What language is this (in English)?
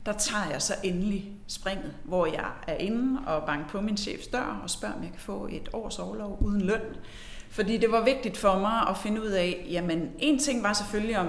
Danish